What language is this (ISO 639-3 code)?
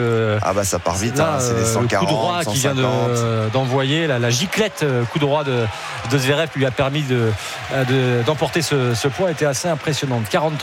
fra